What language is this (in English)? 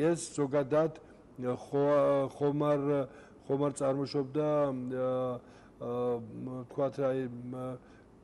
Georgian